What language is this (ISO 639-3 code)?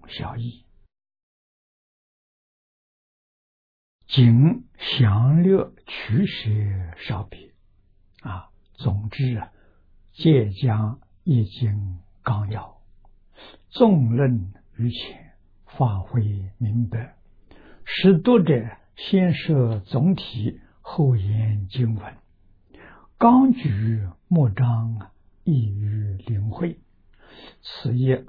zho